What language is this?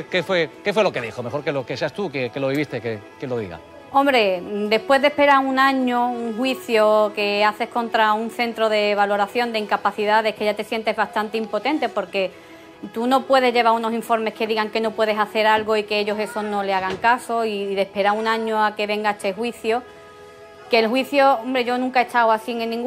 Spanish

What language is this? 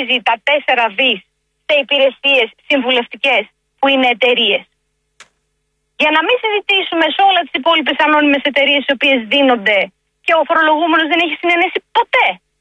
Greek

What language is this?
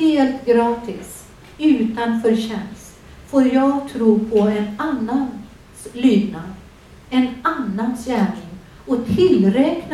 Swedish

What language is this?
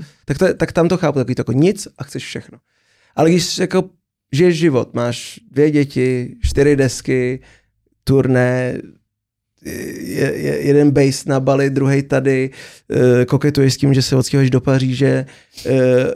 Czech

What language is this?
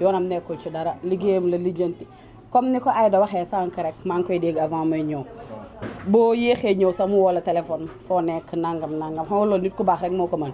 Wolof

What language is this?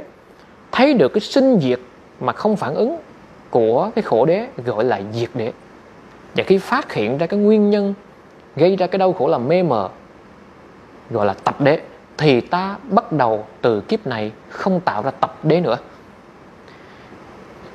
Vietnamese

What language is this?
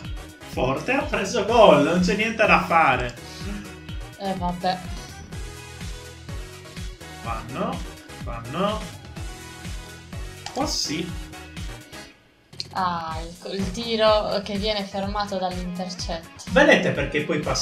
Italian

